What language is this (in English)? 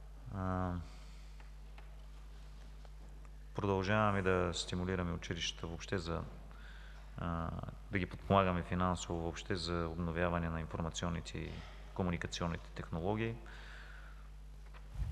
Bulgarian